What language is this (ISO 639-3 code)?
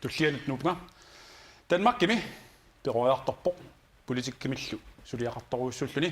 kal